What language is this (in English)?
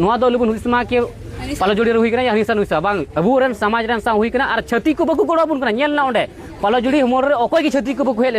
Santali